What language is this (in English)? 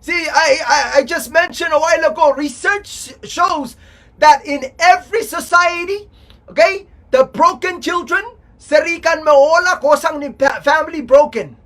Pohnpeian